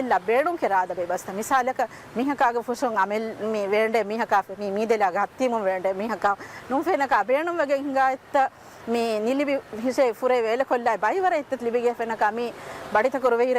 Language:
Divehi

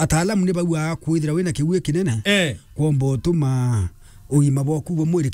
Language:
Meru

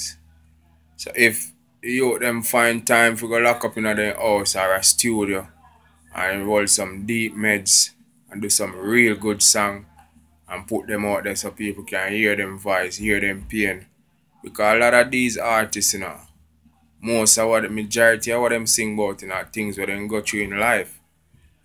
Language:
Jamaican Creole English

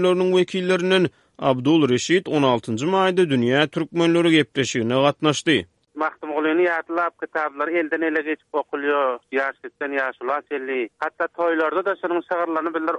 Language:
Turkmen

